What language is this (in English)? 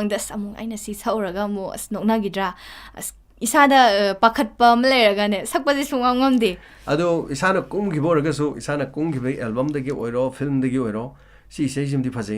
Manipuri